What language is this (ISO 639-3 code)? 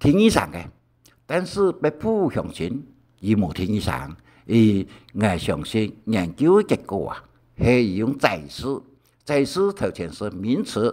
hak